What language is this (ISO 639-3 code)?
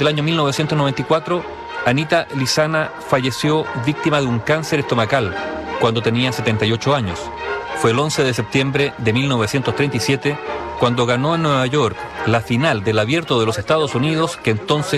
spa